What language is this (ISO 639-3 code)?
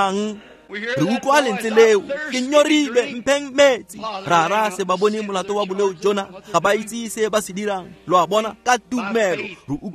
tsn